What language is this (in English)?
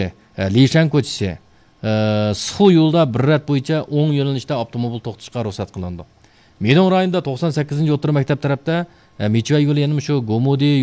Uyghur